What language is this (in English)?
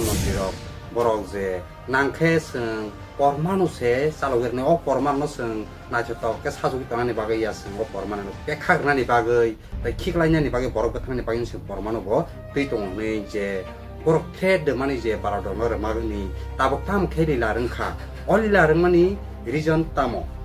Kok Borok